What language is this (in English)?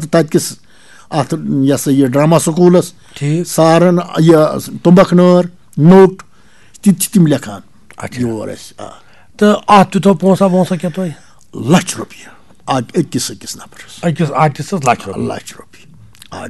Kashmiri